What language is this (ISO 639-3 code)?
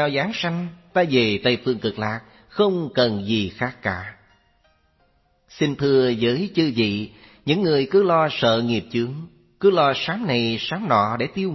vie